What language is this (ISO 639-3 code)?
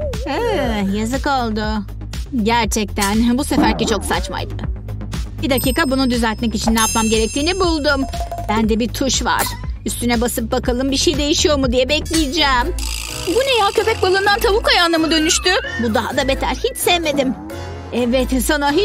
tur